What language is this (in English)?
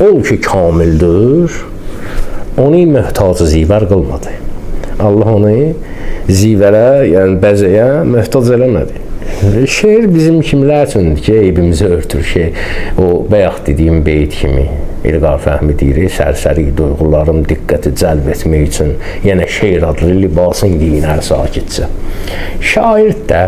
Azerbaijani